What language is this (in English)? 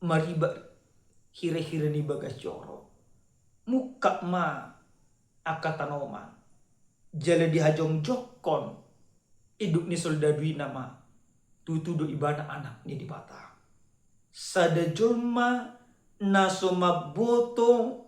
Batak Toba